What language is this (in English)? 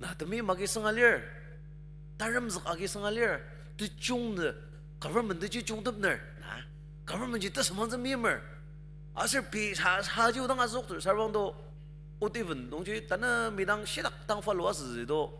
Ao Naga